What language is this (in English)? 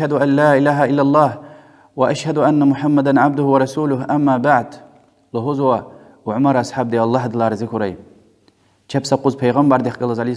Lezghian